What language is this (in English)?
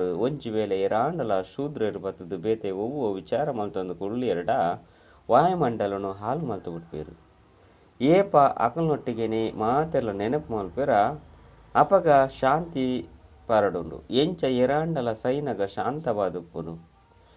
Tulu